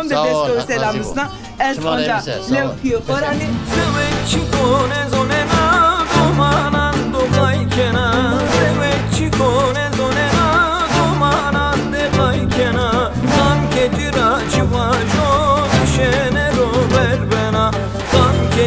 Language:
Zaza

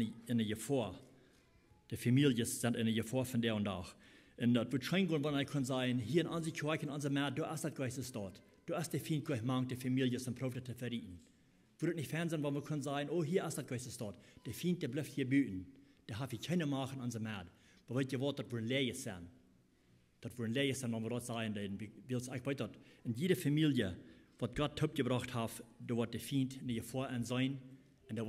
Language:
Plautdietsch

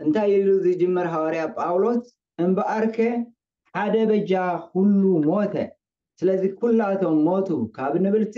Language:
Tigrinya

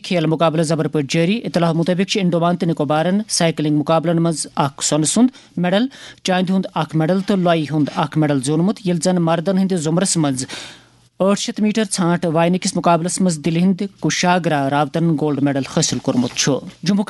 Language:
Kashmiri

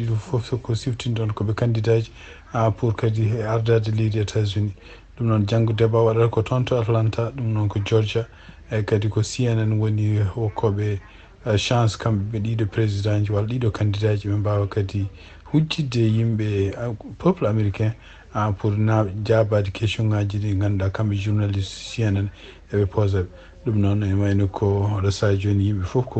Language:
Fula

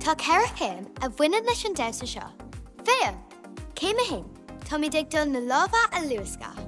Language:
Irish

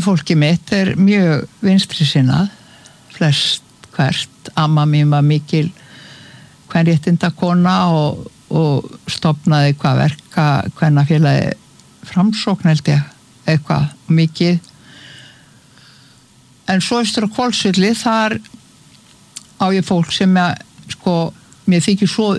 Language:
Icelandic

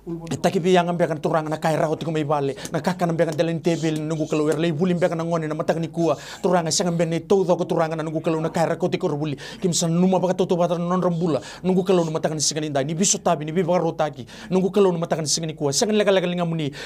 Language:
Fijian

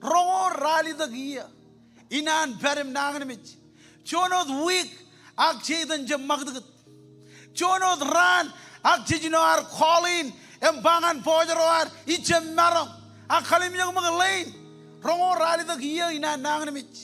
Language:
Marshallese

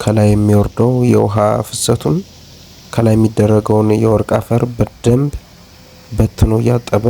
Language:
Amharic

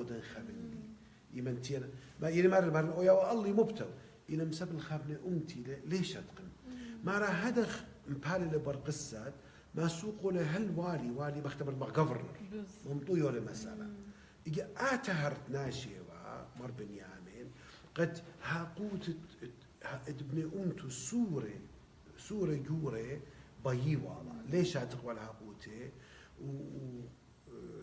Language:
Assyrian Neo-Aramaic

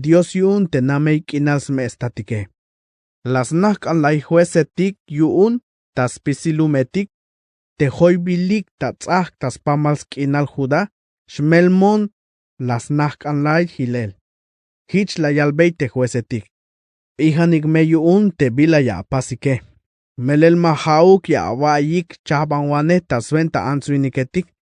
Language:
Tzeltal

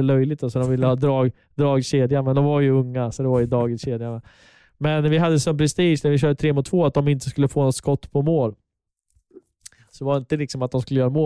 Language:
Swedish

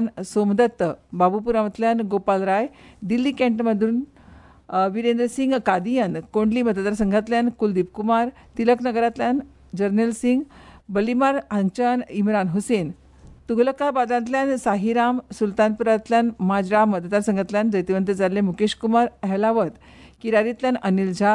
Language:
Konkani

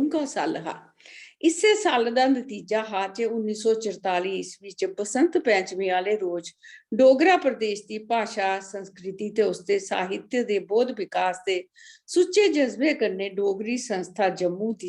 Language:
Dogri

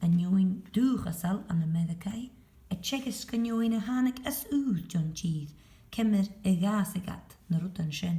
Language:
Scottish Gaelic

